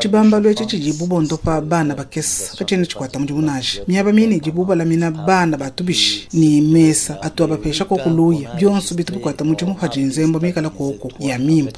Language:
Luba-Lulua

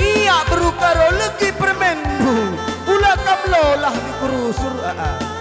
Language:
Batak Karo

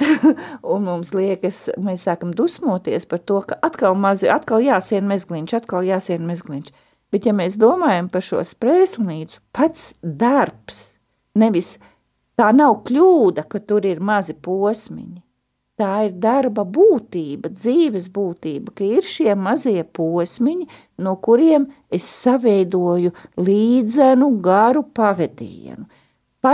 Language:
Latvian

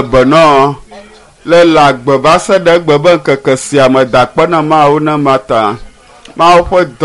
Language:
Ewe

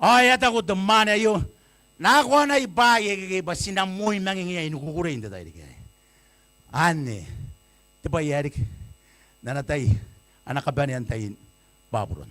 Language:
Gilbertese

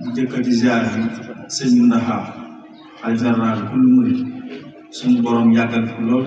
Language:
Wolof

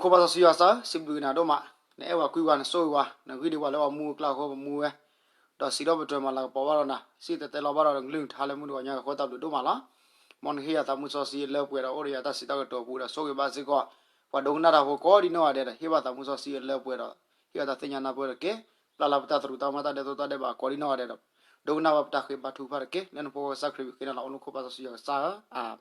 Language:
S'gaw Karen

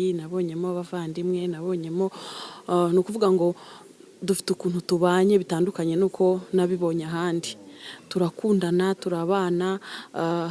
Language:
Kinyarwanda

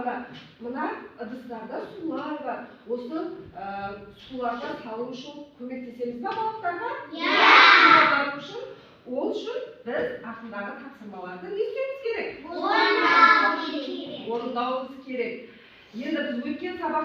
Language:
Kazakh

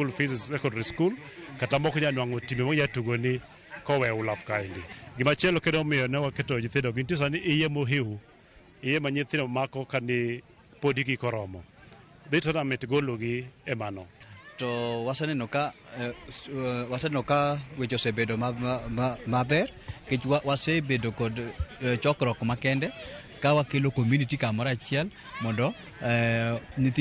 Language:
Luo (Kenya and Tanzania)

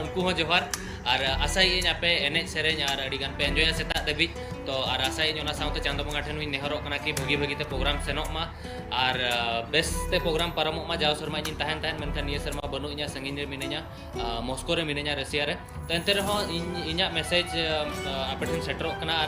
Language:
Santali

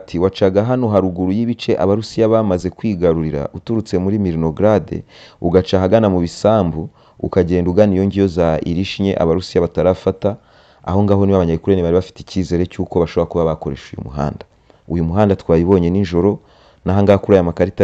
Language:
Kinyarwanda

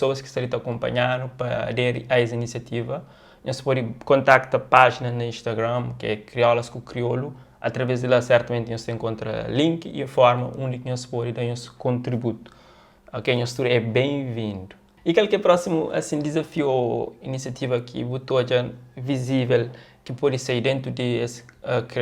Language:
Kabuverdianu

